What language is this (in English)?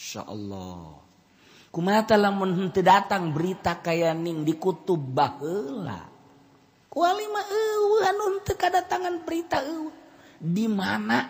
Sundanese